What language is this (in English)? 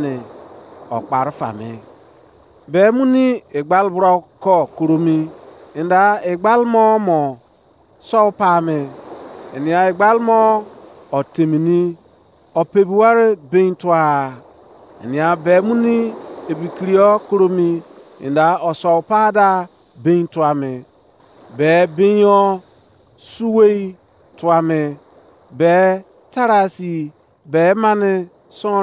Izon